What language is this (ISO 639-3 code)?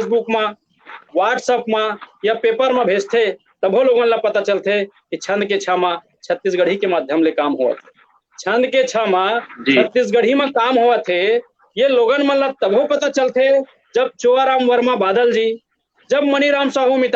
hne